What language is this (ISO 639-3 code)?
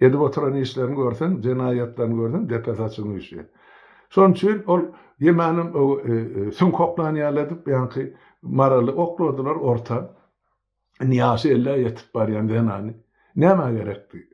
tuk